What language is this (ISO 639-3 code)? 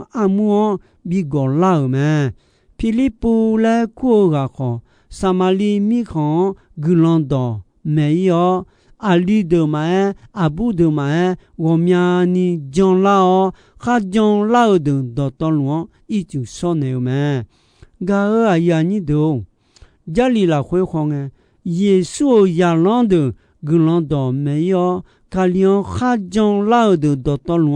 ahk